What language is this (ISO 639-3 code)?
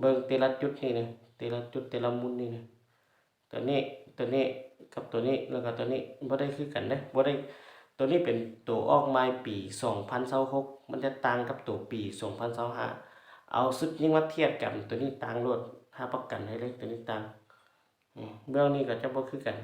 lao